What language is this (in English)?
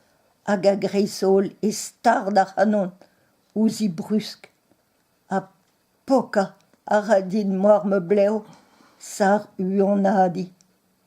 Breton